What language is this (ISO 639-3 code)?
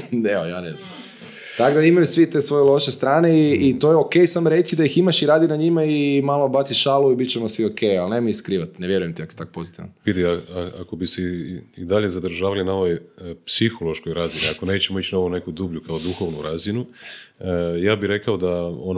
hrv